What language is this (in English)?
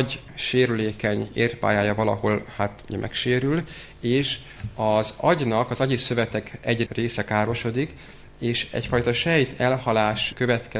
Hungarian